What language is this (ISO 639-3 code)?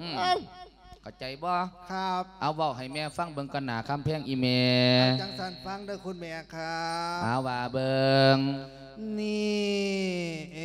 lao